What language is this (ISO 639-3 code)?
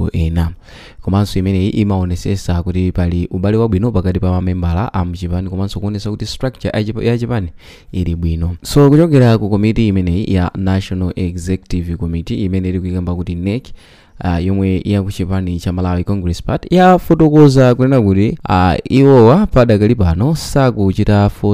nya